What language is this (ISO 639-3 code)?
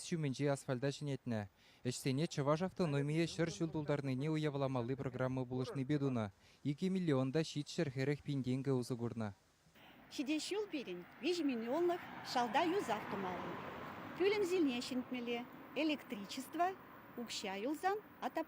chv